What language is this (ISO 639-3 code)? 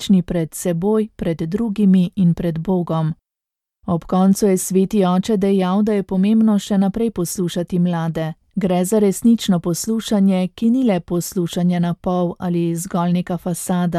slv